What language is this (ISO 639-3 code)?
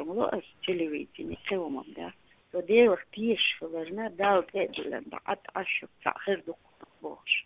che